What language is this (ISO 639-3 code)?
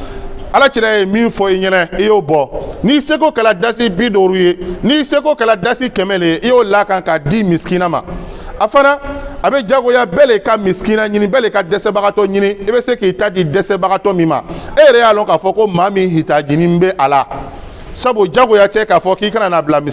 bam